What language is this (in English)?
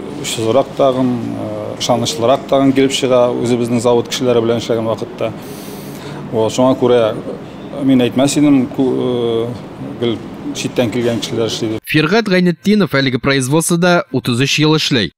Tatar